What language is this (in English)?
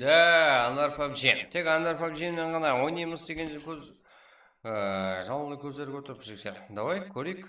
Kara-Kalpak